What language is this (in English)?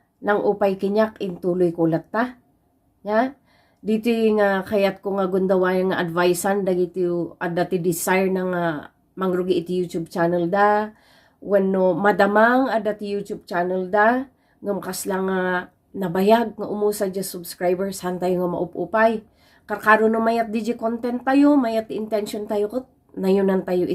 Iloko